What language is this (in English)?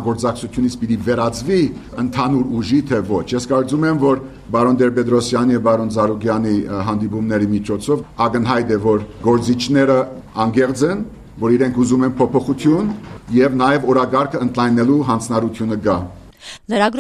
Armenian